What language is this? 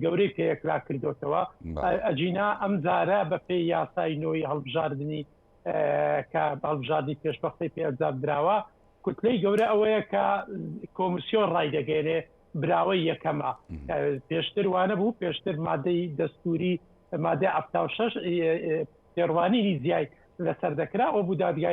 Central Kurdish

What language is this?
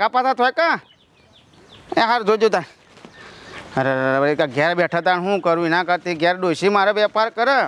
Gujarati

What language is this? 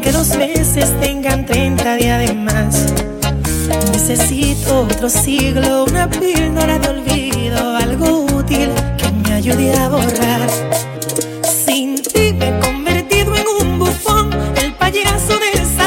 Spanish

